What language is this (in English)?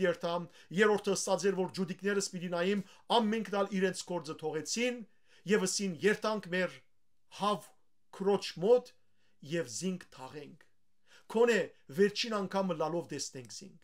Western Armenian